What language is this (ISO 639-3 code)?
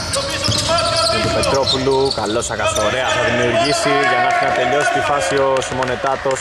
ell